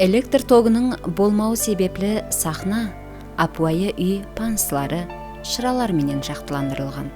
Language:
Kara-Kalpak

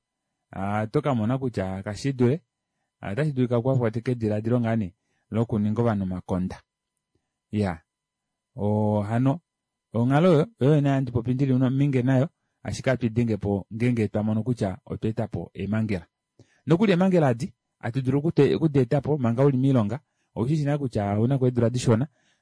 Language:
Kuanyama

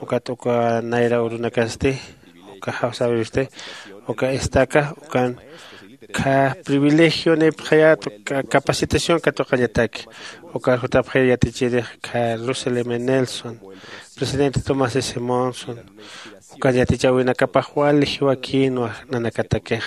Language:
Aymara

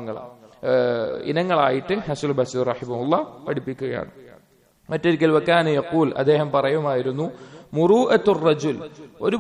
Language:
Malayalam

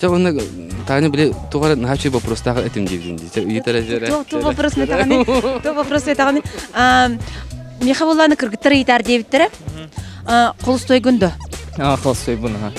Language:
Yakut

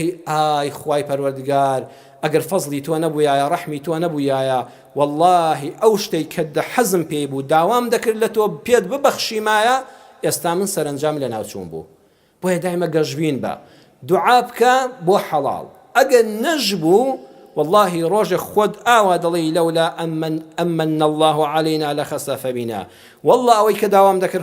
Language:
Central Kurdish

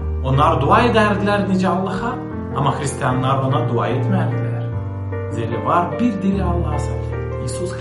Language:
Gagauz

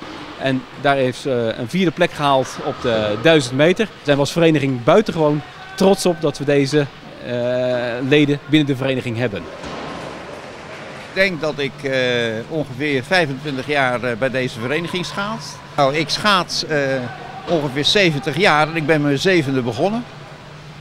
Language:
Dutch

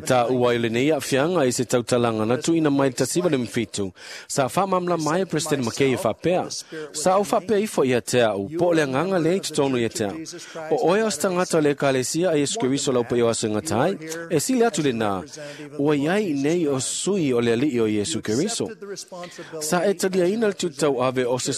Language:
Samoan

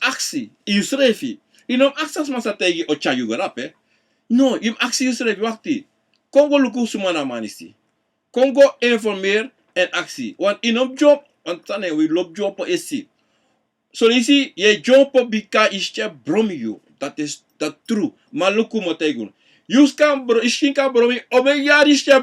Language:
Sranan Tongo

